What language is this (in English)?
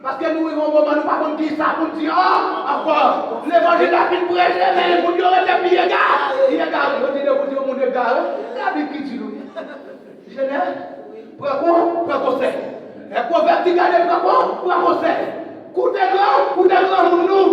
Haitian Creole